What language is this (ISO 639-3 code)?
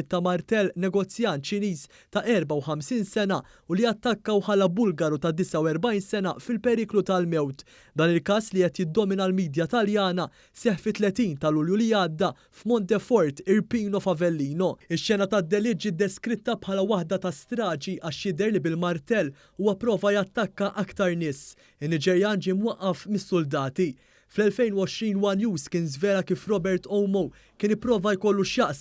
mlt